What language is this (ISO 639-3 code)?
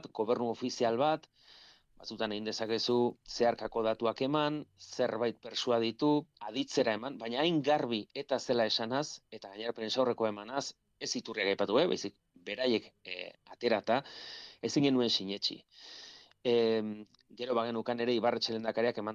eus